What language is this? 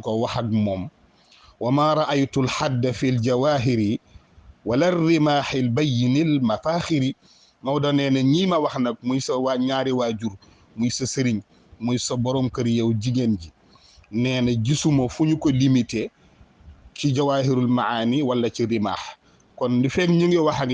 Wolof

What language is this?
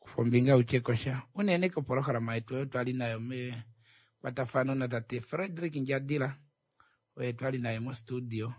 Kuanyama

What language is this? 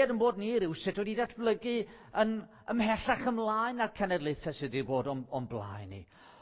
Welsh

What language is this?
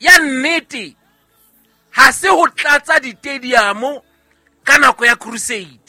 Southern Sotho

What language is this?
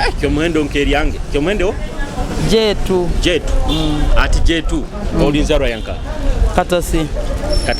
Nyoro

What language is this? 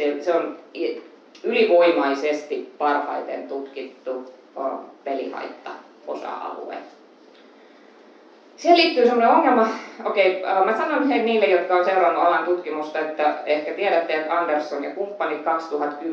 Finnish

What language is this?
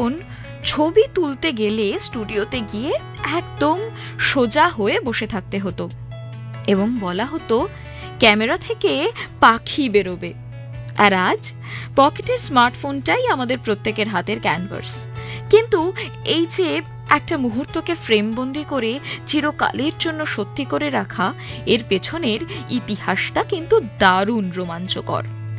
Bangla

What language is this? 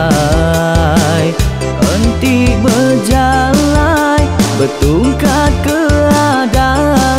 Iban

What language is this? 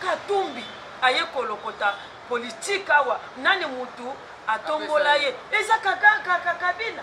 Lingala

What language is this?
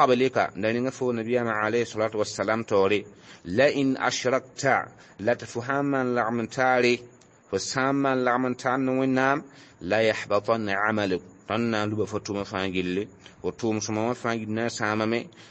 Mossi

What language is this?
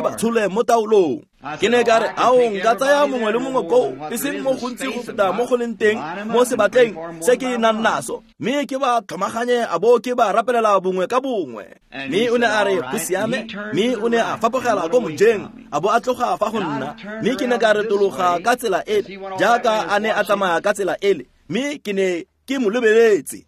Tswana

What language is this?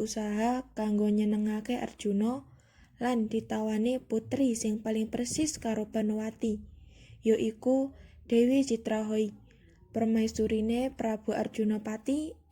Javanese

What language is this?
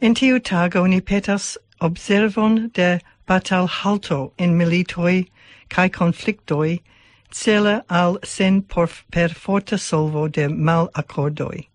Esperanto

